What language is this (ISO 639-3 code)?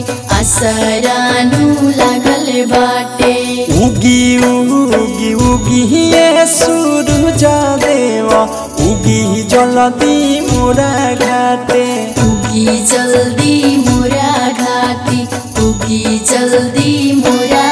bho